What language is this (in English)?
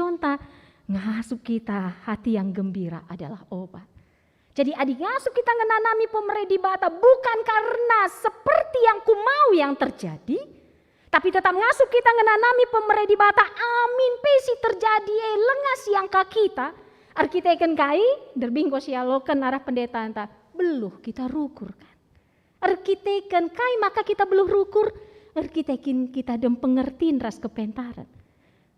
Batak Karo